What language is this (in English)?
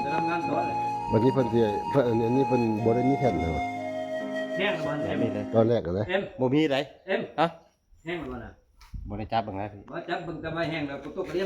Lao